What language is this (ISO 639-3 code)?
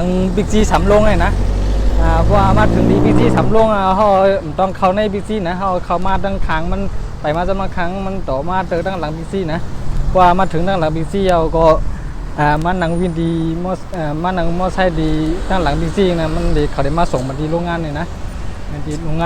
shn